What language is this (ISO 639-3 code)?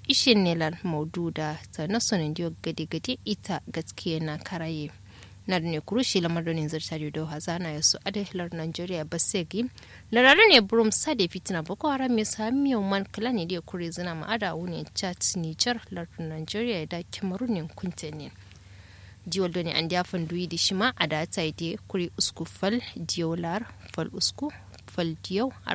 kau